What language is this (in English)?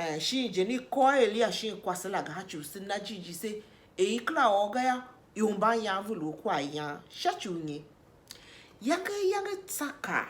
Tiv